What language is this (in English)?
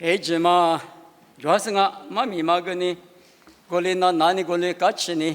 Lisu